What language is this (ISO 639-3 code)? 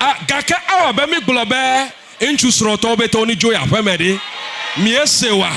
ewe